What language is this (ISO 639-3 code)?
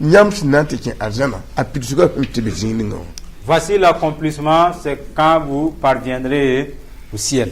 mos